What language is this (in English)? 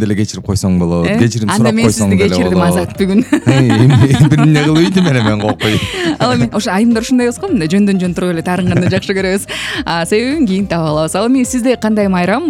Kyrgyz